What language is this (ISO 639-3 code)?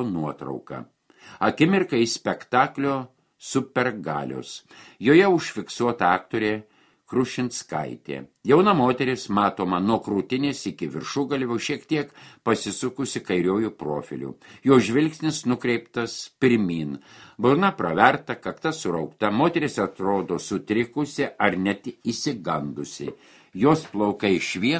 lit